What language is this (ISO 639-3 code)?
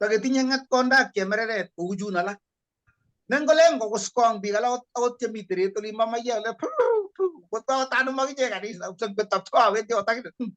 kln